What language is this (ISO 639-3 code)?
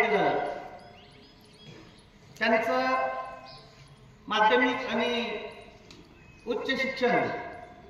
mar